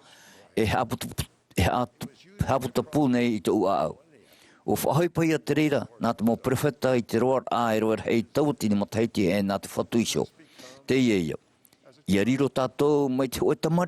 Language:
Tahitian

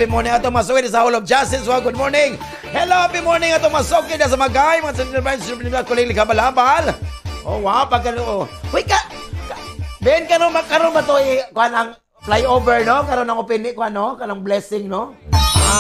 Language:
Cebuano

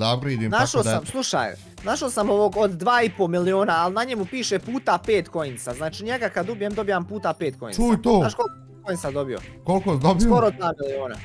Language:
Bosnian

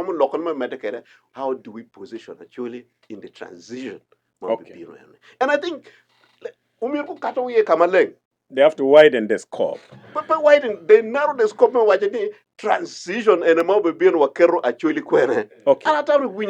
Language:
Acoli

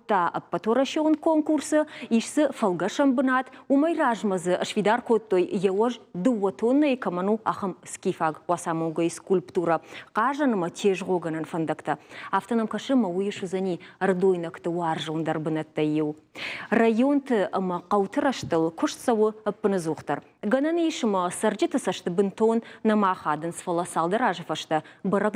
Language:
Ossetic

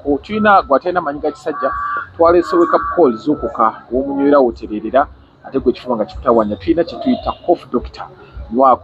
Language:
Ganda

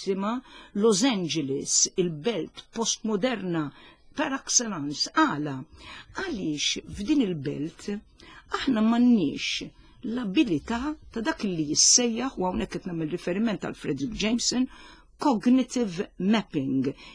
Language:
Maltese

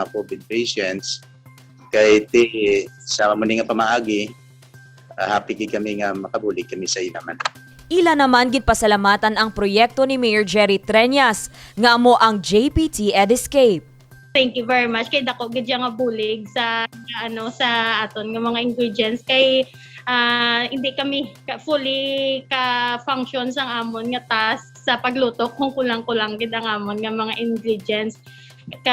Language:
Hiligaynon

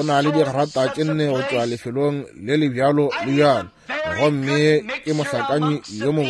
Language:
Northern Sotho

